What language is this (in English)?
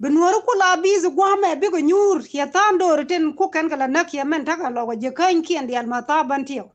Nuer